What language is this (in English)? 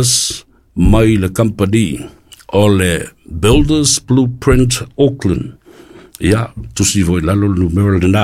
Samoan